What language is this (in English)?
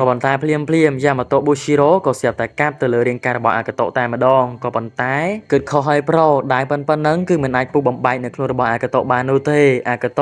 Khmer